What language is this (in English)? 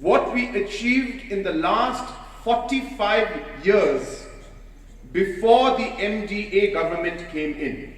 Pnar